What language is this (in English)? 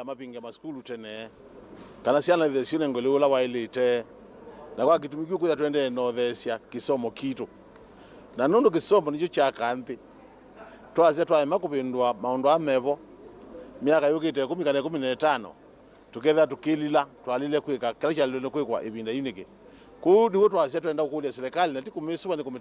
Kamba